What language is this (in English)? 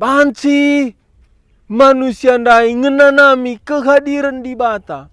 Batak Karo